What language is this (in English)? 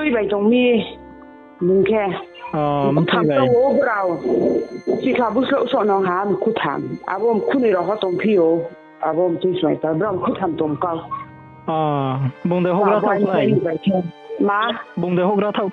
Riang (India)